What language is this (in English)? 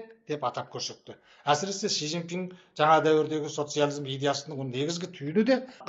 Kazakh